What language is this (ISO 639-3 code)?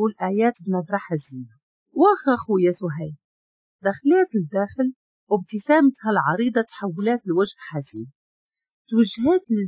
ary